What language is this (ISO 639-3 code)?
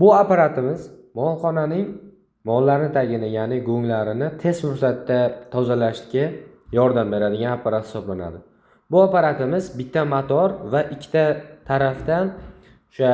uzb